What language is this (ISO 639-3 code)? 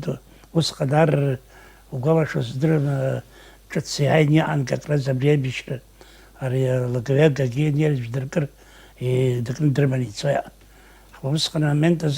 abk